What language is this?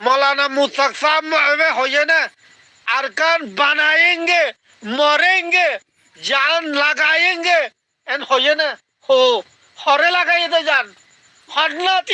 Rohingya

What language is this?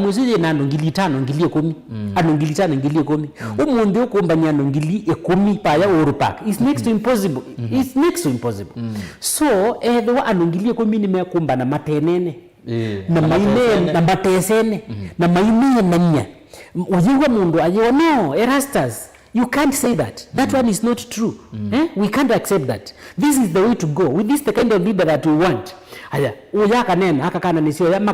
Kamba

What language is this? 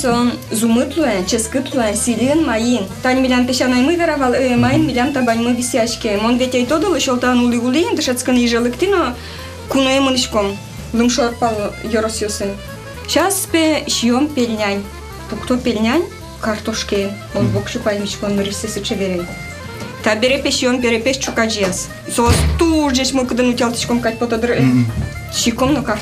Udmurt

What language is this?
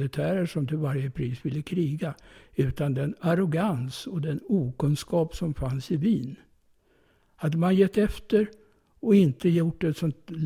Swedish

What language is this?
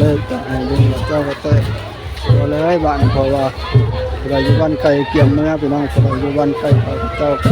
Northeastern Thai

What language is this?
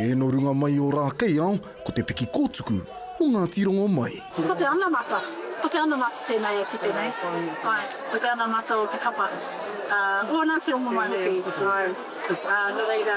Māori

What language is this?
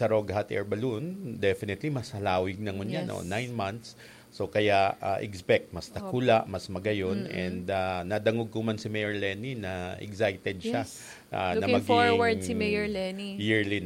Bikol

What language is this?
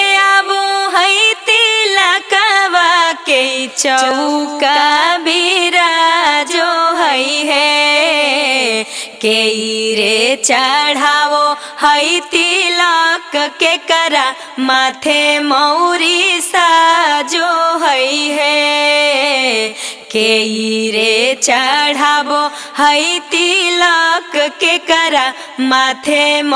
Magahi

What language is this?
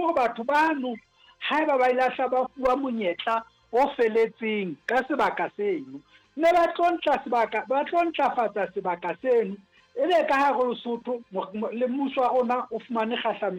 Southern Sotho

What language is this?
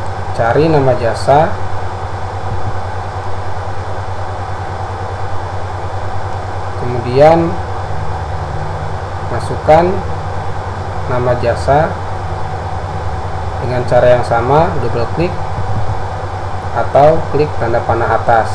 Indonesian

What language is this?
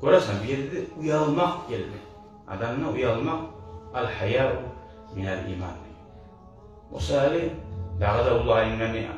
Kumyk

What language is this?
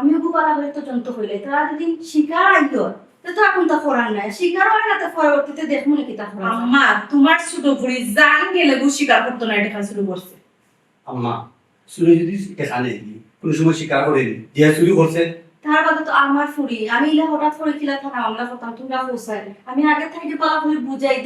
Sylheti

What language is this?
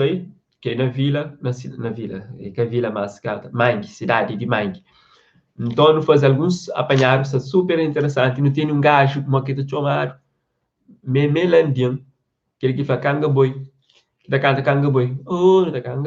Kabuverdianu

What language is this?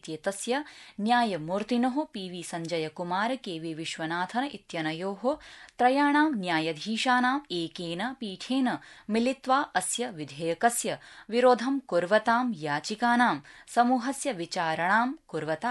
Sanskrit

